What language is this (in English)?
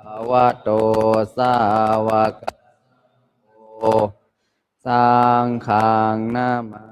Pali